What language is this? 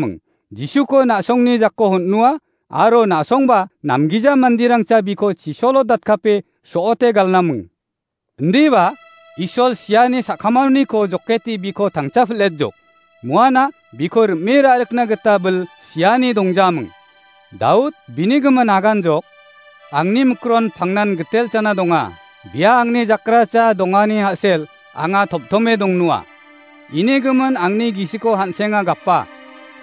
Garo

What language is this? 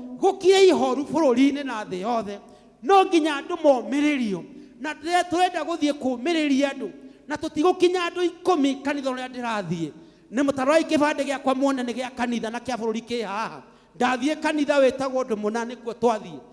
Kikuyu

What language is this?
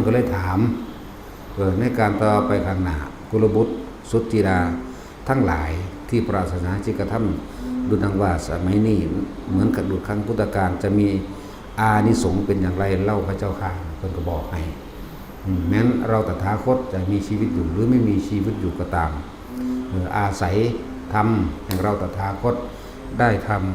Northeastern Thai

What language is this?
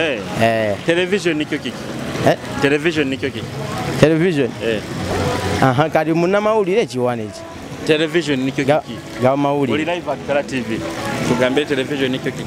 Nyoro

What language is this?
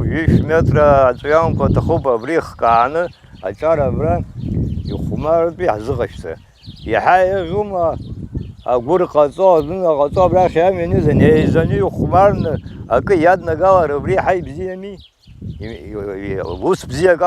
Abkhazian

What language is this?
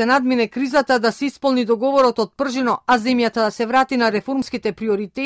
Macedonian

